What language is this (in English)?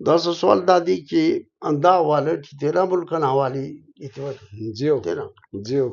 Brahui